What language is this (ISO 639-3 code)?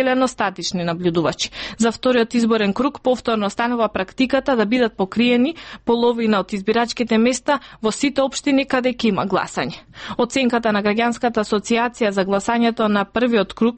mkd